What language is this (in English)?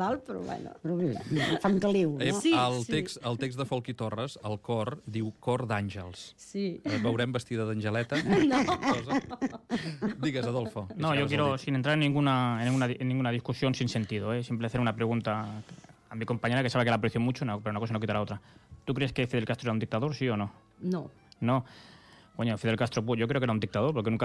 Catalan